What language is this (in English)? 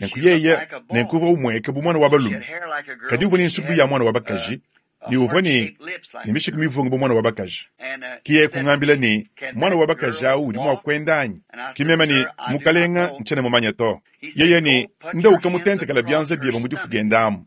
Luba-Lulua